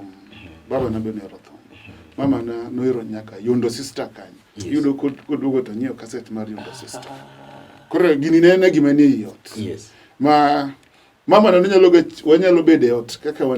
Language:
Luo (Kenya and Tanzania)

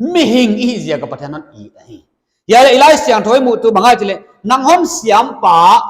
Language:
Paite Chin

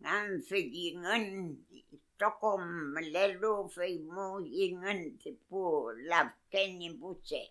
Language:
Mapuche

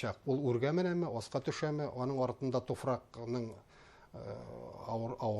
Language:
Bashkir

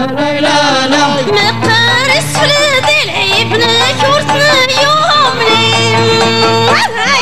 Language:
Moroccan Arabic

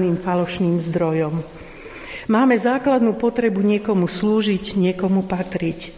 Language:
Slovak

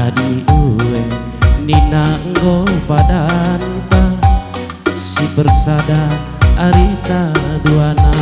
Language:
Batak Karo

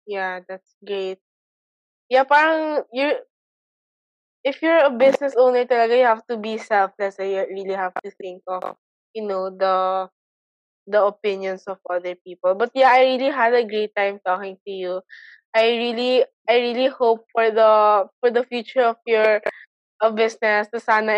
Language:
Filipino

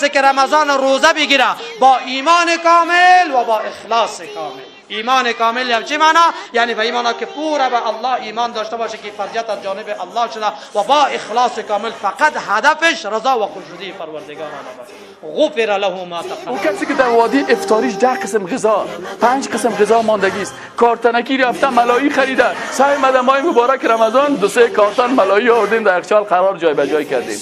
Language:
Persian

